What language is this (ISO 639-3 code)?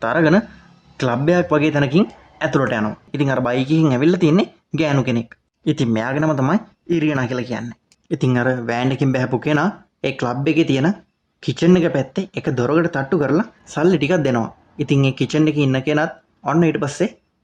sin